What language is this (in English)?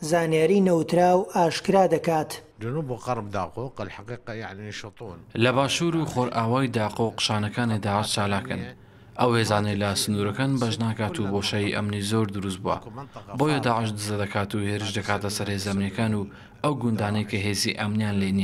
Central Kurdish